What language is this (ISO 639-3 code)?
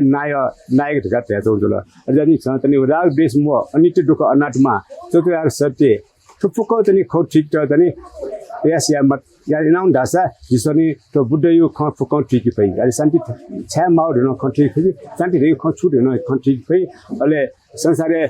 new